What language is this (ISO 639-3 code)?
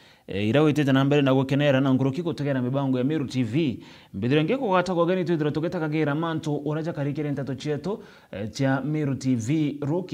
mer